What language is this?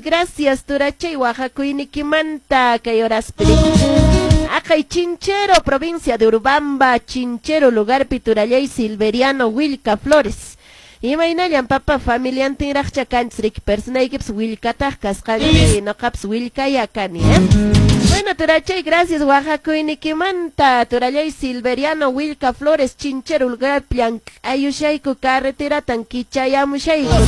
Quechua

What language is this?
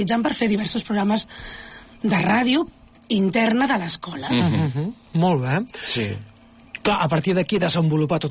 Catalan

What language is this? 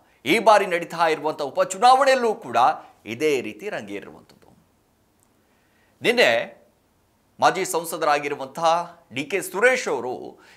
Kannada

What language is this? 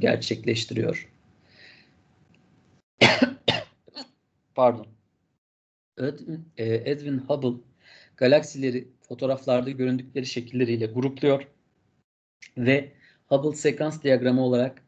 Turkish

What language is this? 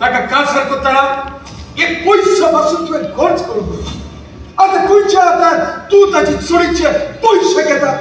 Konkani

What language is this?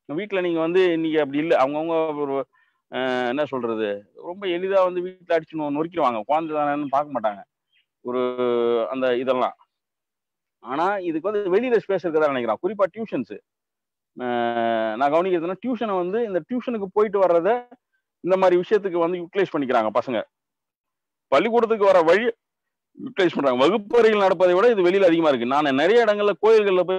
Tamil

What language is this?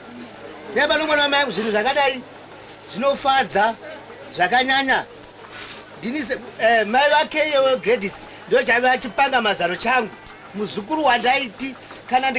Shona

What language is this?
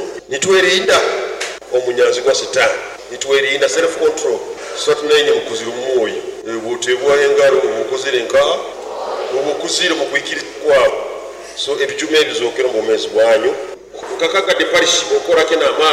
Nyoro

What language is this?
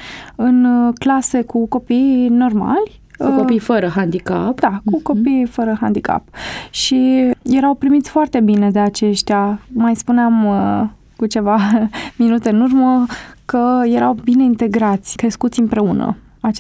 Romanian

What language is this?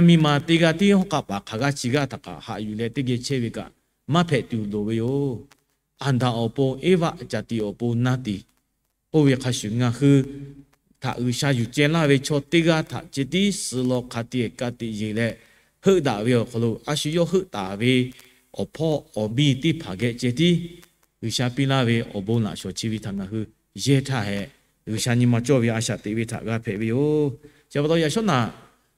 Lahu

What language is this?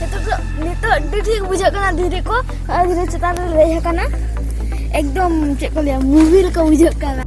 Santali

